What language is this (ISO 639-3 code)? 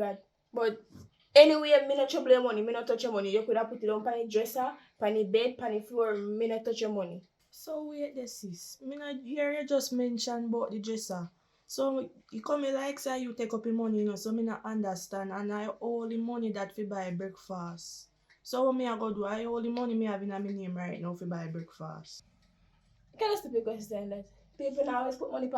jam